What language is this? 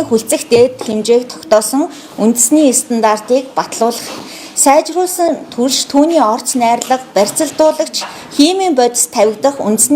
Mongolian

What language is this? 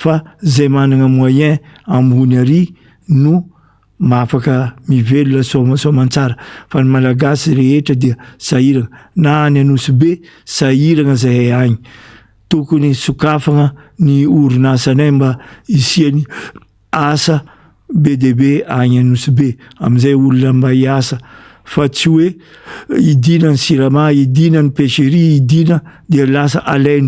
Malagasy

